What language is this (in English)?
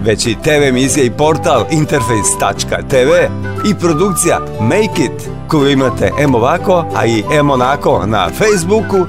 Serbian